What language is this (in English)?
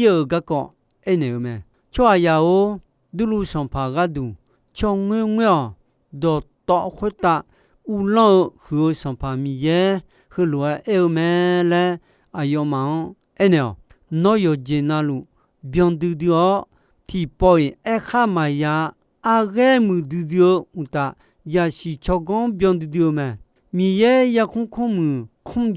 Akha